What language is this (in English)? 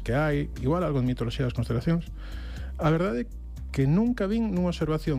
Galician